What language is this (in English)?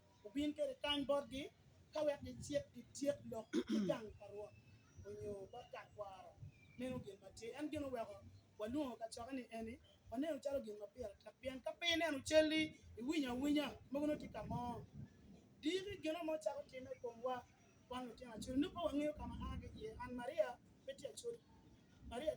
Acoli